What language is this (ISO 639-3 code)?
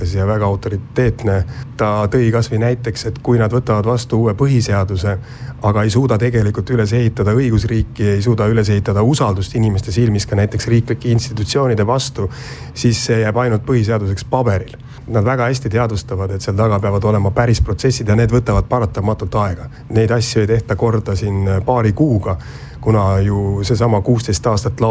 est